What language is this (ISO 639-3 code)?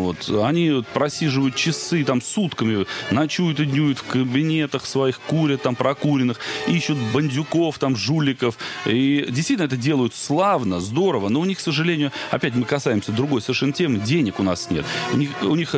rus